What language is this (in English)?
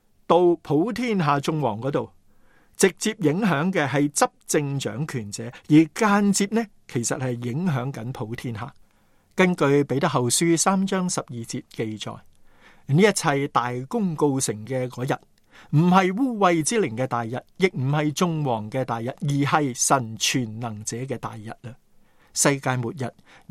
Cantonese